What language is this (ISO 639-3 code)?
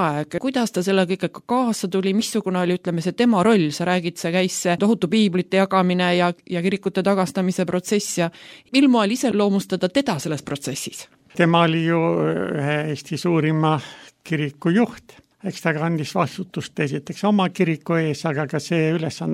est